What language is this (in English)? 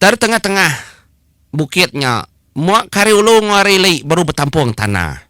Iban